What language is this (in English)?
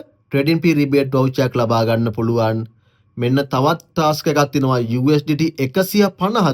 Sinhala